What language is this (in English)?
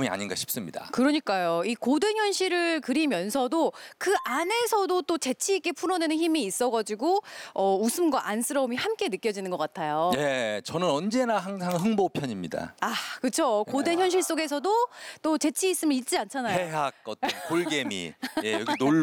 Korean